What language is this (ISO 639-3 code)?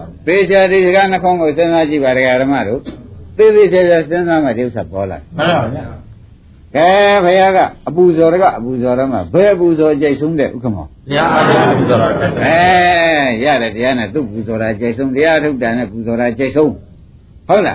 mya